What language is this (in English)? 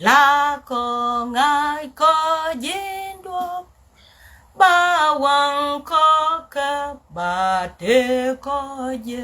Nuer